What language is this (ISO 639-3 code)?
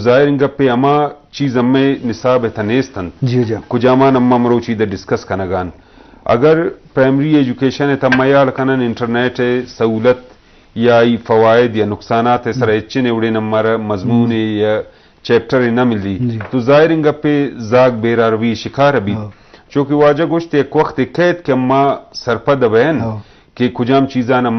bgp